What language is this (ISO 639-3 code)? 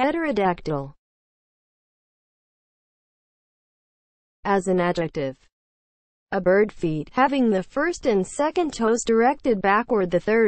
eng